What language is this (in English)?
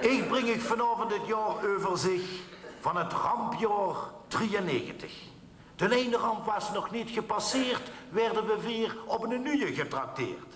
Limburgish